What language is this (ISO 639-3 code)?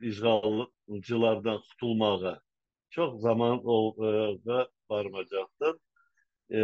crh